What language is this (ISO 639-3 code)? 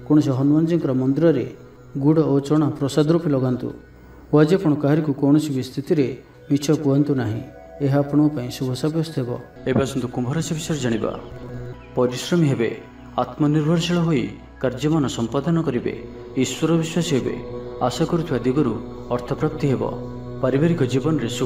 ori